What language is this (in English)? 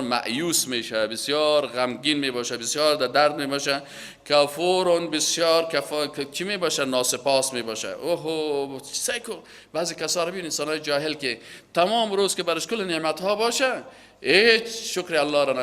Persian